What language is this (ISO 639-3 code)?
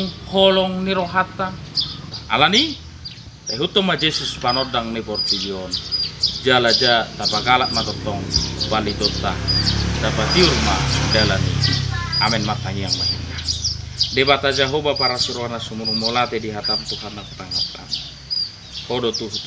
bbc